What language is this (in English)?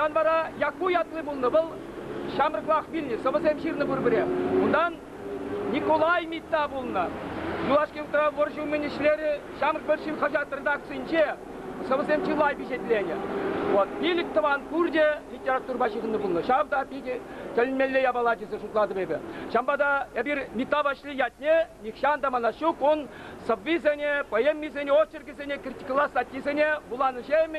Chuvash